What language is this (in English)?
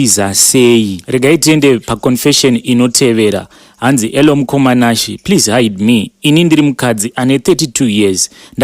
Shona